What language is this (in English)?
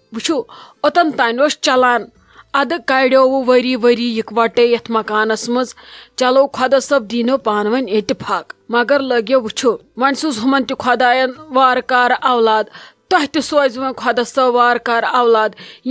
Kashmiri